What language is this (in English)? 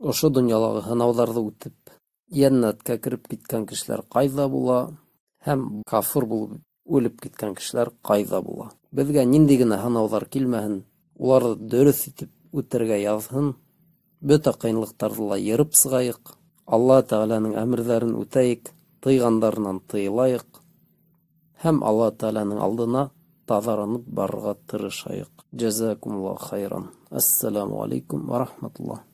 Bashkir